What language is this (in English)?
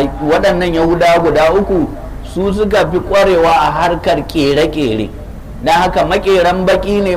Hausa